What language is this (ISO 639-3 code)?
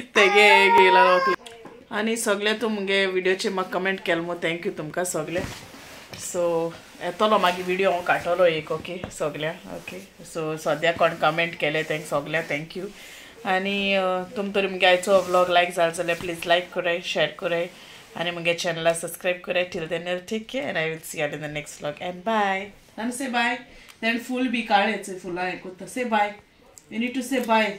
kok